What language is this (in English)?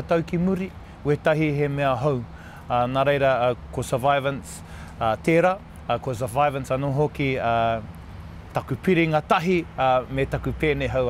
Māori